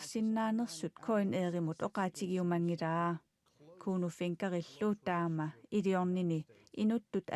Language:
Kalaallisut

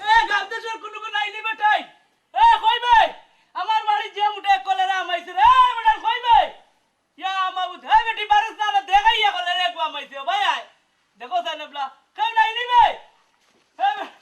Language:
Sylheti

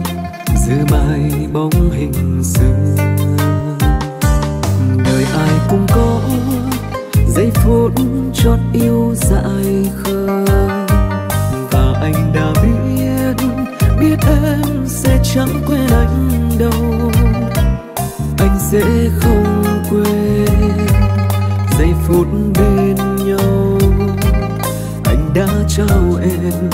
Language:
Vietnamese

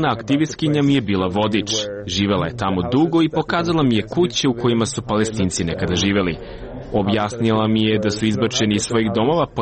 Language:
Serbian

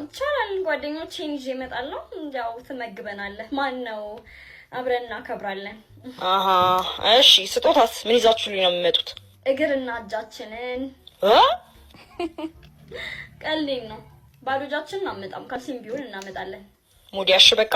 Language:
Amharic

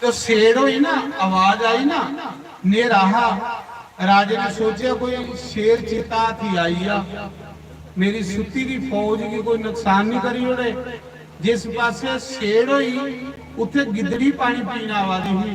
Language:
Dogri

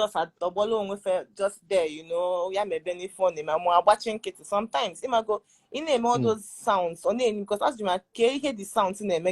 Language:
Igbo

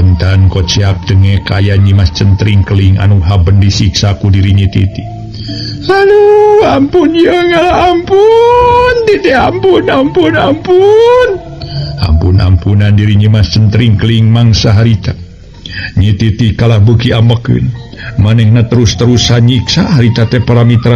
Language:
Sundanese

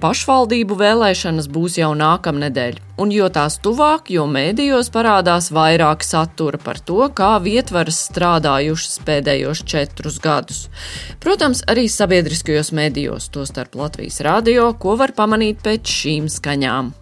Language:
Latvian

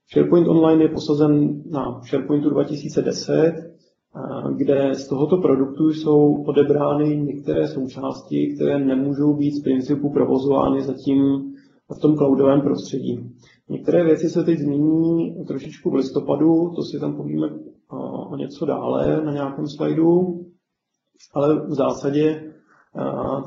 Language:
Czech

